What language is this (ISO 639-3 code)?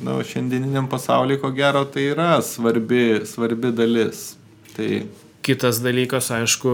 lit